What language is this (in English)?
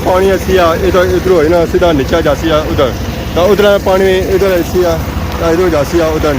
Pahari-Potwari